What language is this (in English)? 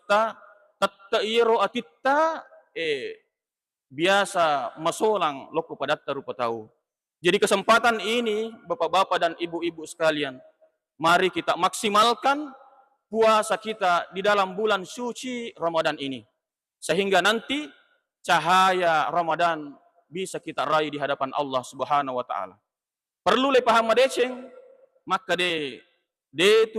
Buginese